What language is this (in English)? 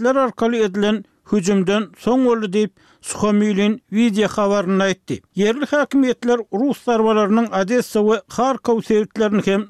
Turkmen